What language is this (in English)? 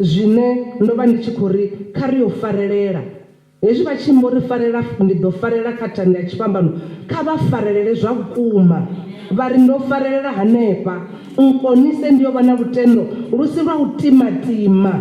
Venda